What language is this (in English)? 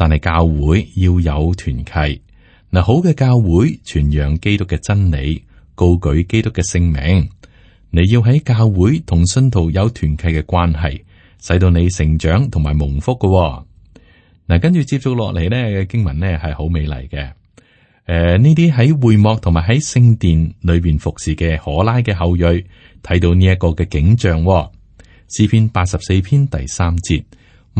Cantonese